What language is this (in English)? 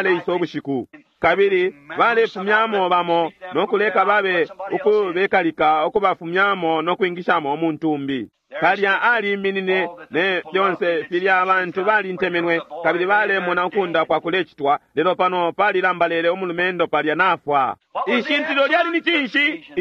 Bemba